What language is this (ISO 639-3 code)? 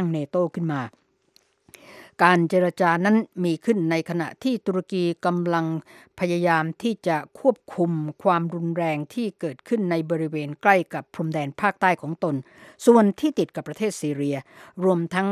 tha